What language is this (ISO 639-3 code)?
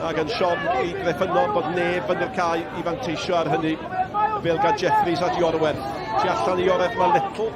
cym